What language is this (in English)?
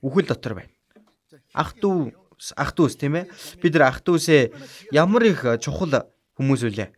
Mongolian